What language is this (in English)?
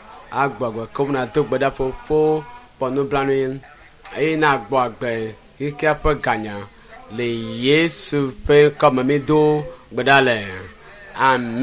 Ewe